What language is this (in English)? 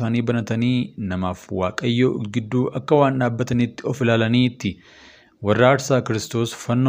Oromo